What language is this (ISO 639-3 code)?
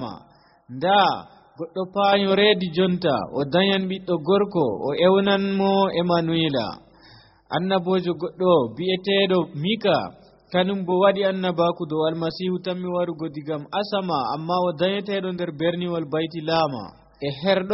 fuv